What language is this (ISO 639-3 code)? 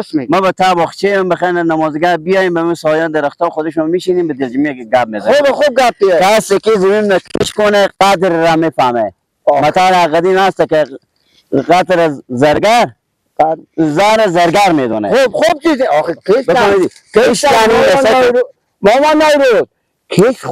fas